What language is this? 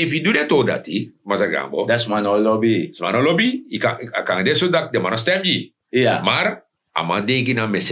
Sranan Tongo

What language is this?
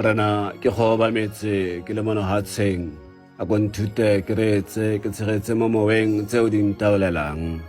Tswana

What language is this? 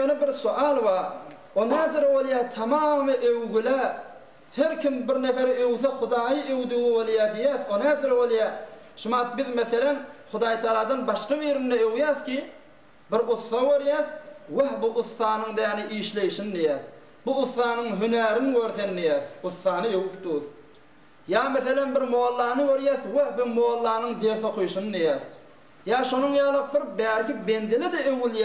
Turkmen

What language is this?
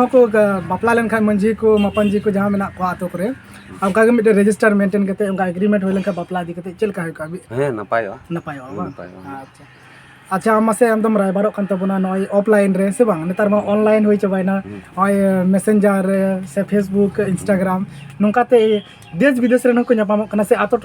Santali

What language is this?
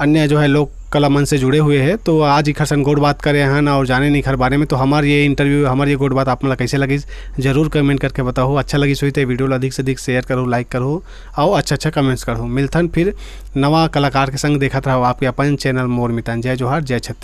Chhattisgarhi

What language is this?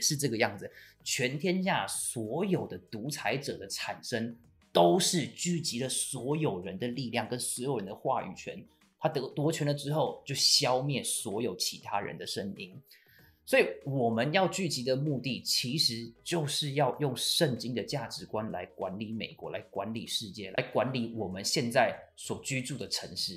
Chinese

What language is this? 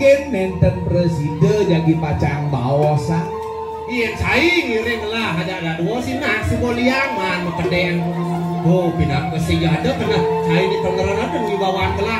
Balinese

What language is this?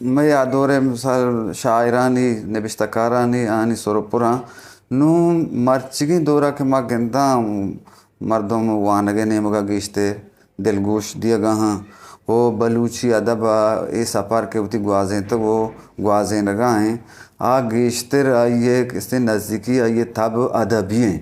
Eastern Balochi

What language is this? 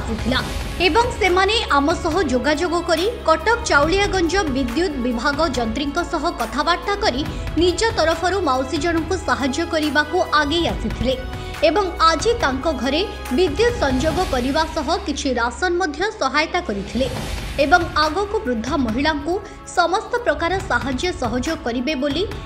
Odia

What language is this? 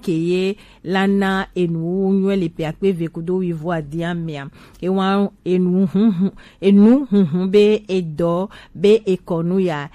Gen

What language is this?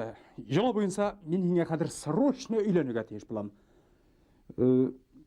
Bashkir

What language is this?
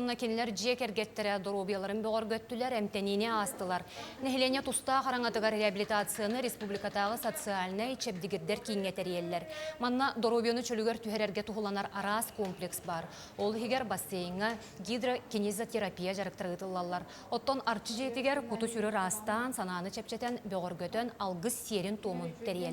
Yakut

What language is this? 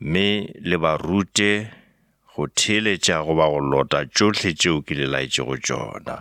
Northern Sotho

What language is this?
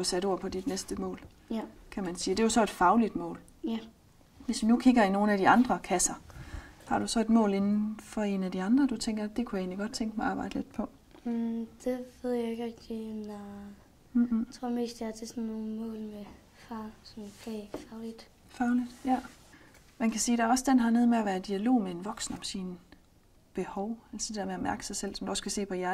Danish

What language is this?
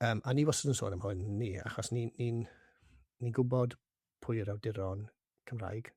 Welsh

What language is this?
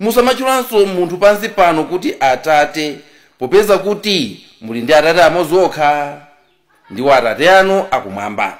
Nyanja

